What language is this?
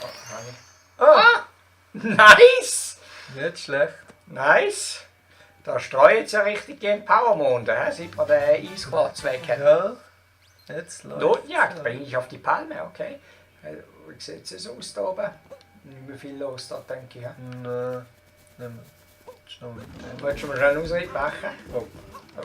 Swiss German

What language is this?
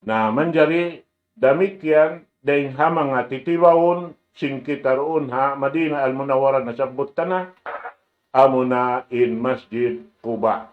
Tausug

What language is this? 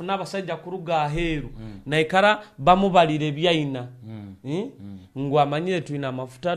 Nyoro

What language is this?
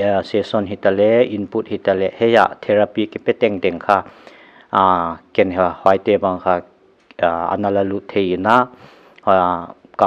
Paite Chin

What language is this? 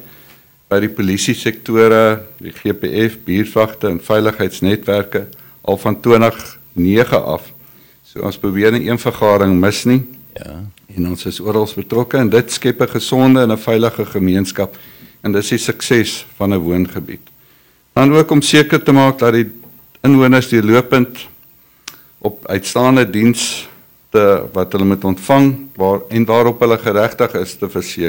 Afrikaans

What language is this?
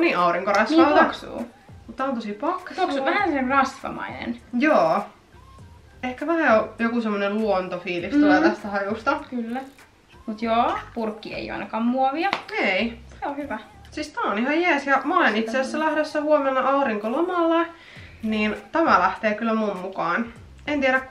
Finnish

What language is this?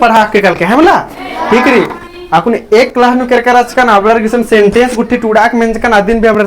Kurukh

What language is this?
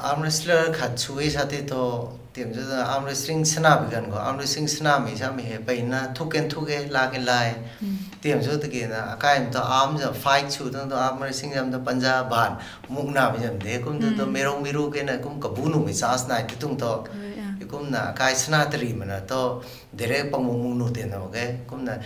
Rongmei Naga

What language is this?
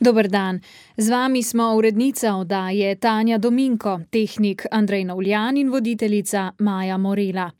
Slovenian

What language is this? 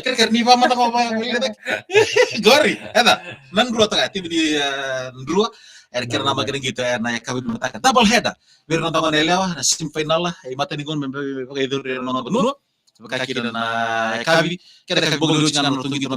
Fijian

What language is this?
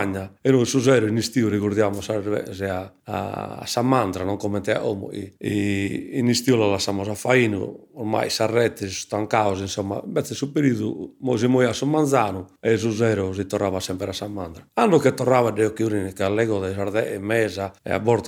Sardinian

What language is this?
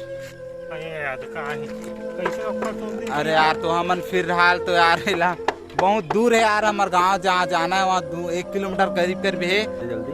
Chhattisgarhi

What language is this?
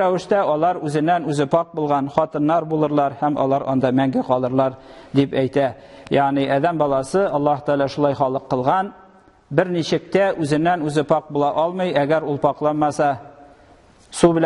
Tatar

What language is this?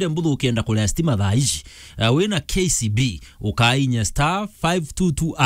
Meru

